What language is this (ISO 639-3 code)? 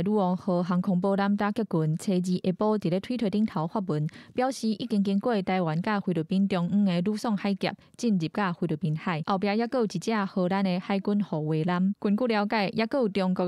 nan